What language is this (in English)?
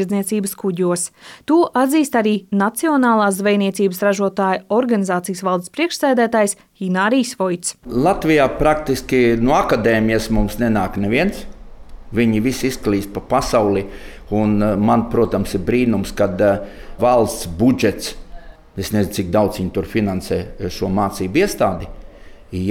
Latvian